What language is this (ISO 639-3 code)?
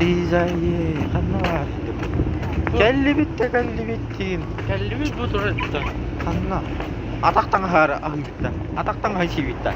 sah